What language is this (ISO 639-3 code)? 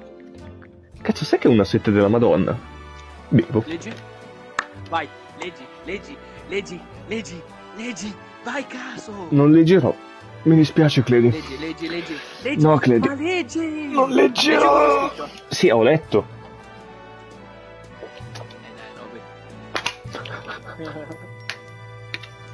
ita